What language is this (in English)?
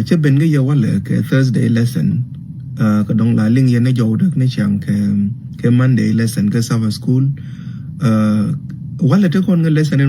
Nuer